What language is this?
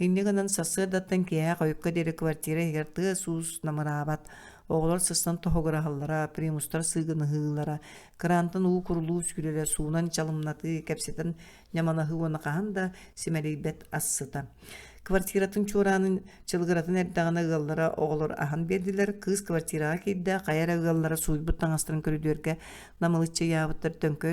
Yakut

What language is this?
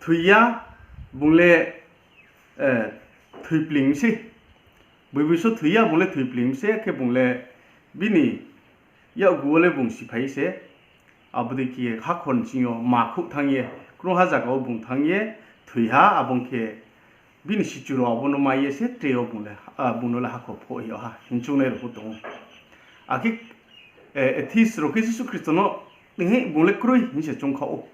Riang (India)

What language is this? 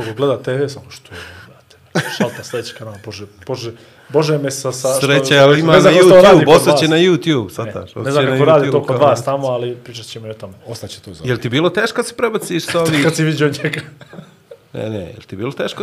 Bosnian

